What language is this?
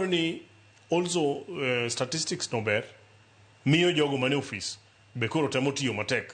Luo (Kenya and Tanzania)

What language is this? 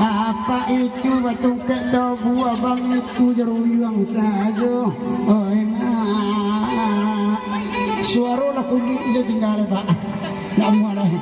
Minangkabau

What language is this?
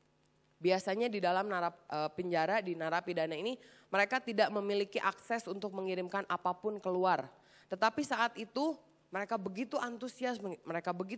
Indonesian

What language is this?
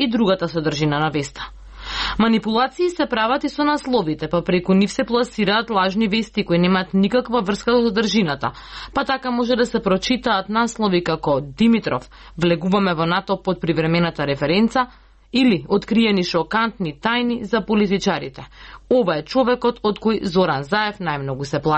Macedonian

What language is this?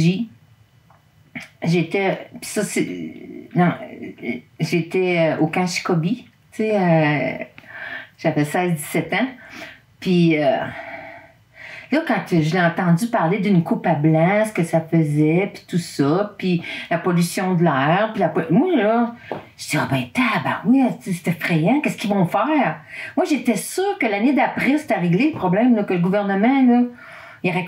French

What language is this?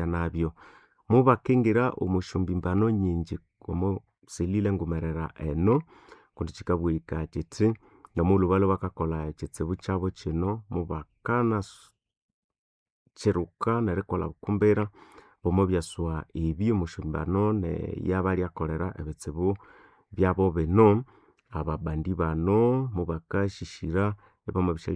Nande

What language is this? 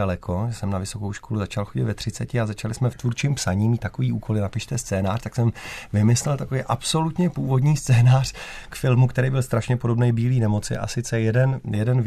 Czech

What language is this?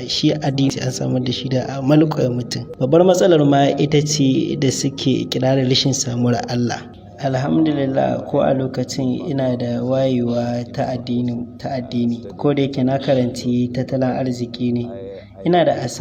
Hausa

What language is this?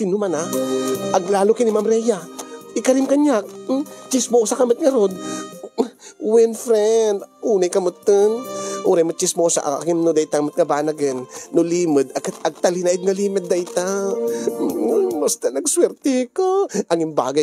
Iloko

